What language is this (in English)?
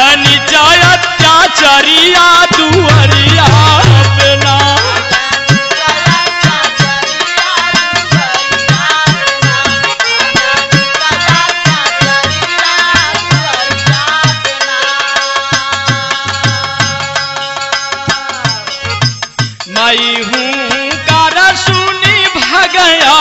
Bhojpuri